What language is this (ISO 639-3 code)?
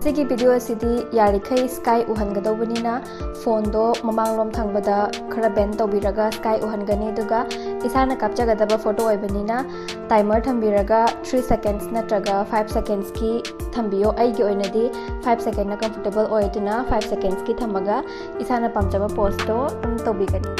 mni